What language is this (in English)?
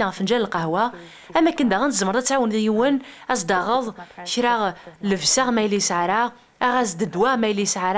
Kabyle